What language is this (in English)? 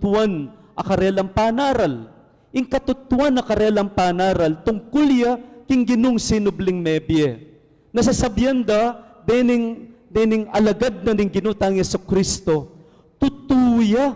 Pampanga